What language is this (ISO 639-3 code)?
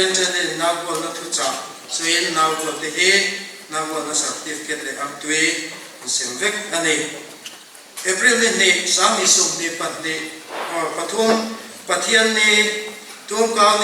lus